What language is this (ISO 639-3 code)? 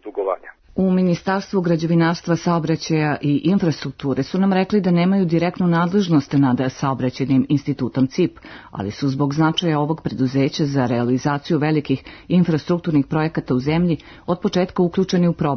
srp